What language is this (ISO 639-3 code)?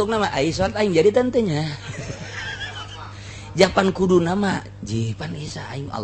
sun